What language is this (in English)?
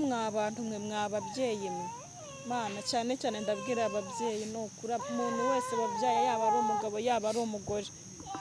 Kinyarwanda